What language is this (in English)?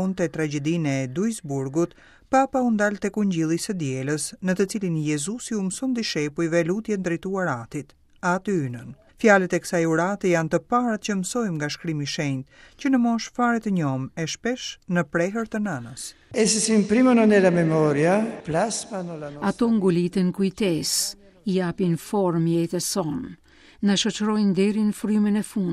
Albanian